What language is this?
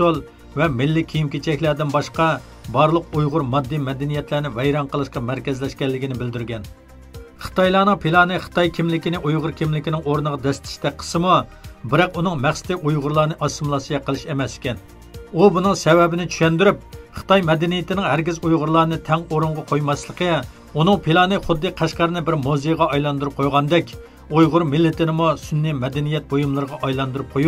Uyghur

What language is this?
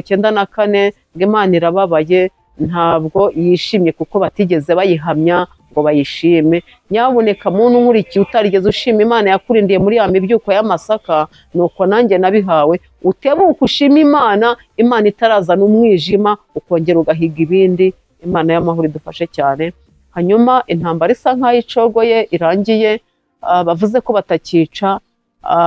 Kinyarwanda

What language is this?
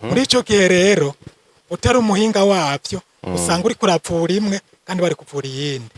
Rundi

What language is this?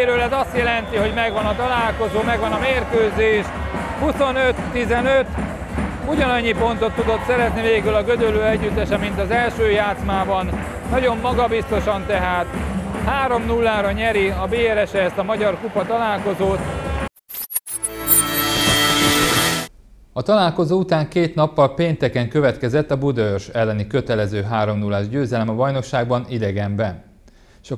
Hungarian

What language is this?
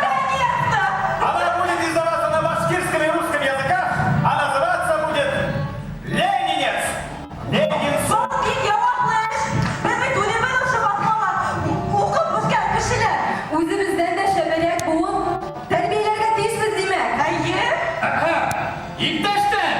Bashkir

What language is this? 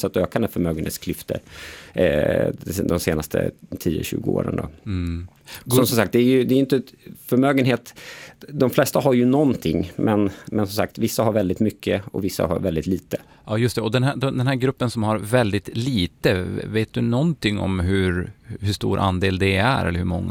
Swedish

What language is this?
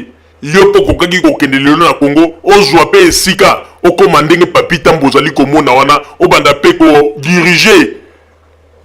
Lingala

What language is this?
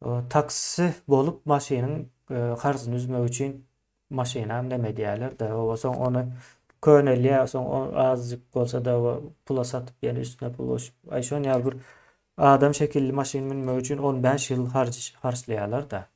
Turkmen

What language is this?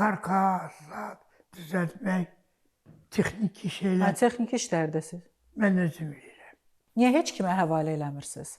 Azerbaijani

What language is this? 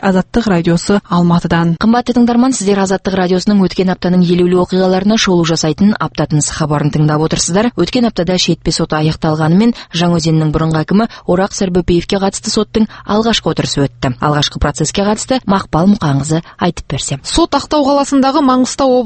Kazakh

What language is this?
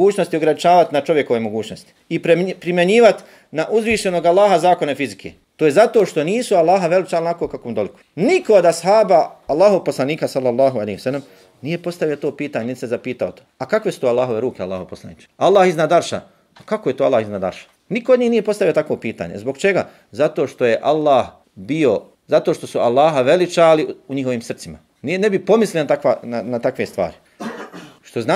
Bosnian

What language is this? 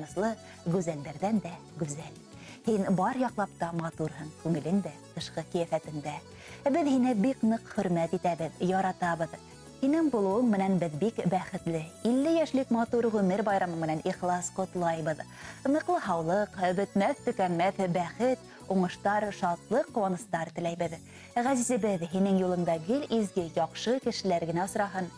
Bashkir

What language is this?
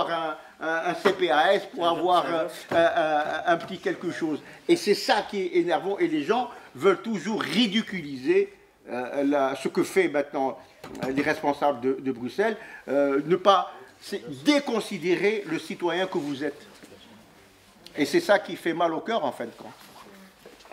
French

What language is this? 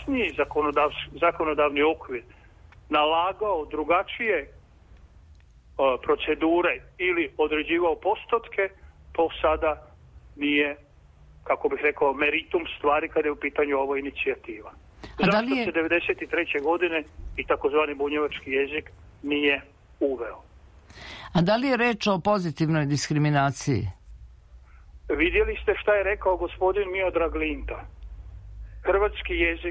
Serbian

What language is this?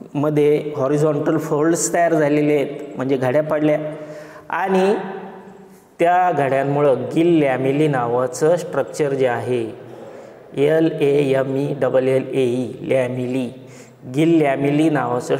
Marathi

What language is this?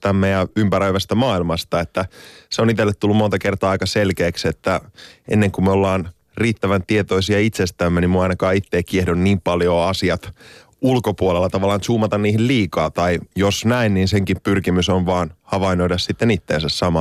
Finnish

